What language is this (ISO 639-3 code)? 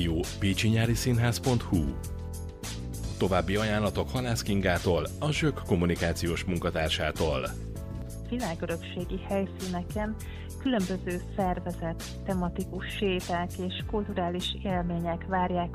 hun